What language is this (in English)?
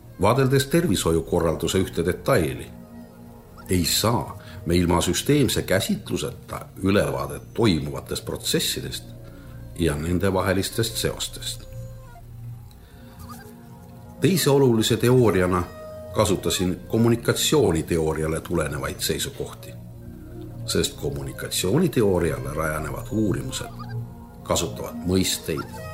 Estonian